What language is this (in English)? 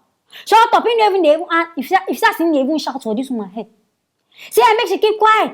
Nigerian Pidgin